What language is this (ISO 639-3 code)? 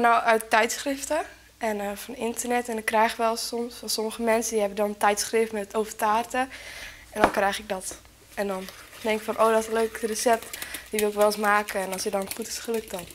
fry